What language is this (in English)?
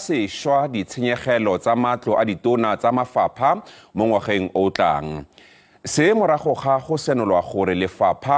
Tswana